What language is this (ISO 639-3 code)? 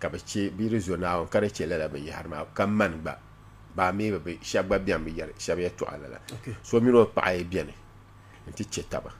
dag